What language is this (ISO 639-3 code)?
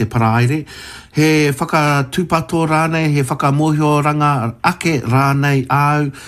mri